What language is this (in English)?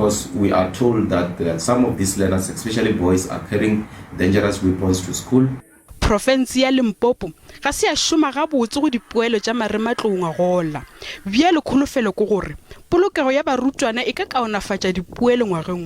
Northern Sotho